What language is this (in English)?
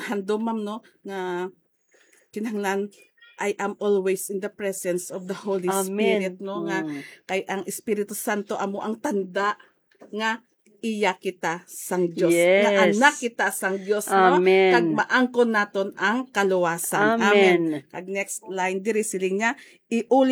Hiligaynon